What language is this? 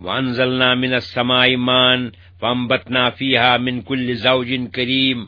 Kashmiri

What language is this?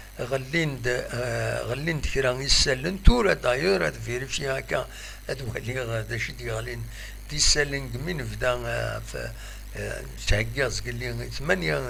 Kabyle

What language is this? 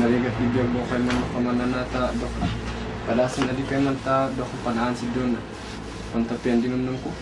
Kankanaey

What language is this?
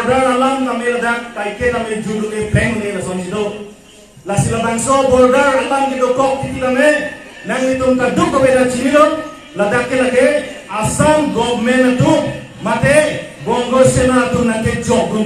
Karbi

